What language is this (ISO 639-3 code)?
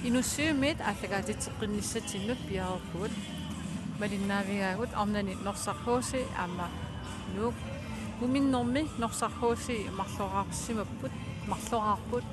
kal